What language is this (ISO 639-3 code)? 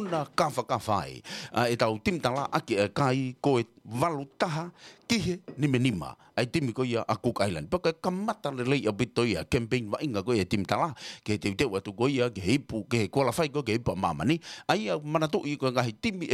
ton